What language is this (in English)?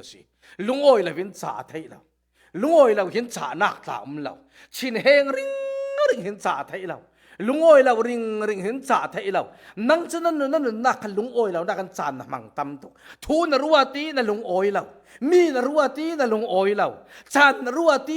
Falam Chin